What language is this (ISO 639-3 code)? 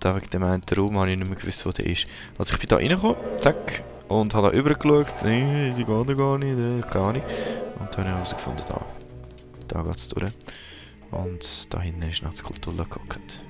gsw